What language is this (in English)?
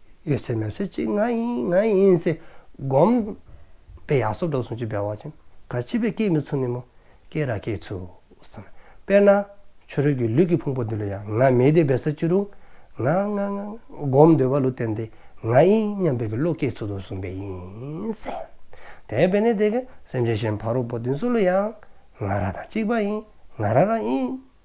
Dzongkha